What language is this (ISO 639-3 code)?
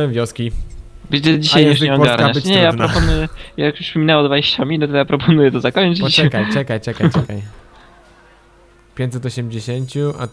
pol